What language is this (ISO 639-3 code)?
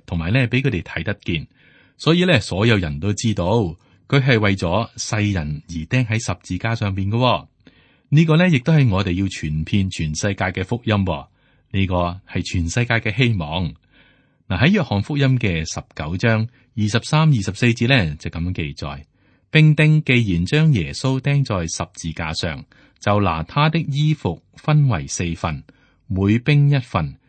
yue